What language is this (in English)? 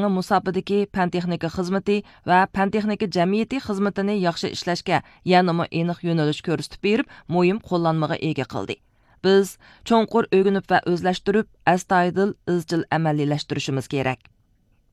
Uyghur